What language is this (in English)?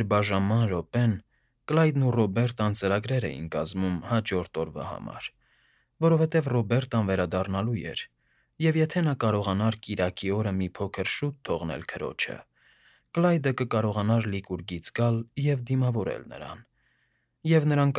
Armenian